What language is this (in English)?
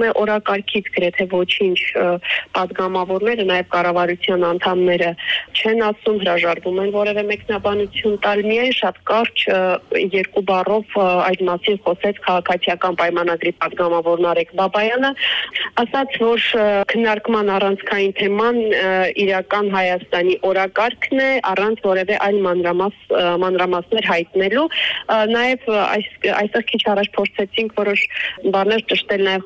Armenian